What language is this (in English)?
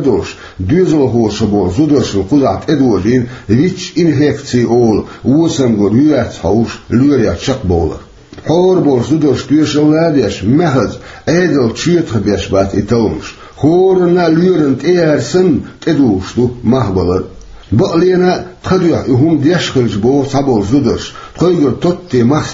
Chechen